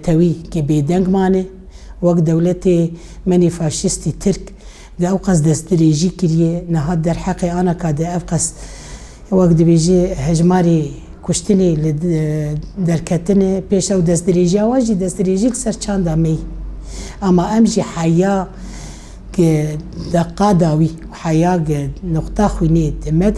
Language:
Kurdish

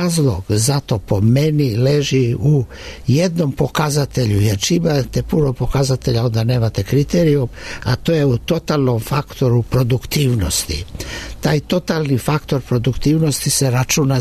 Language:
Serbian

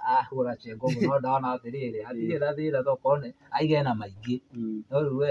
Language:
Kikuyu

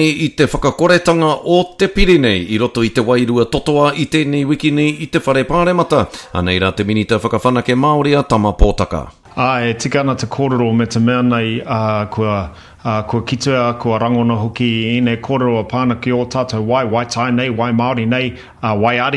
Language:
Māori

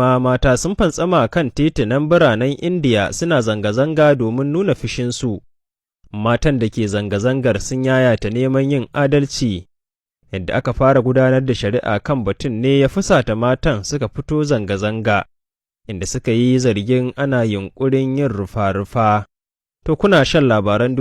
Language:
Hausa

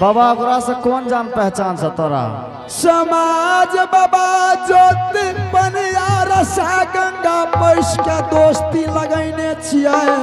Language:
Angika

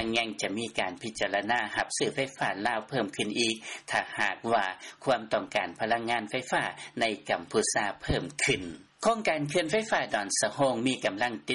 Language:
Lao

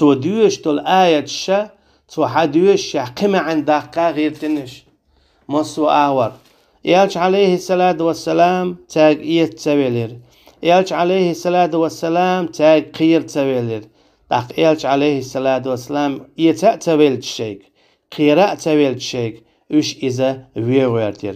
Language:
Chechen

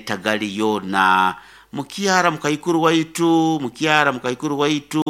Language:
Nyoro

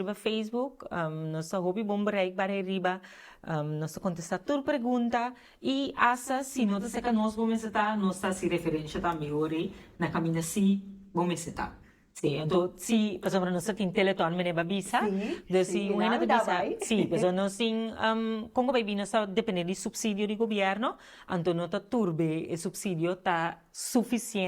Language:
Papiamento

